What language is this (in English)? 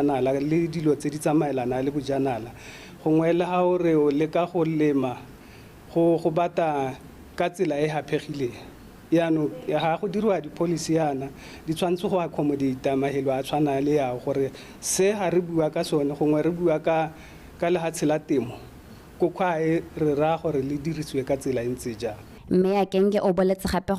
Tswana